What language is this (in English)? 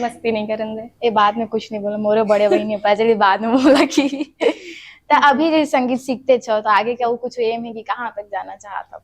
Chhattisgarhi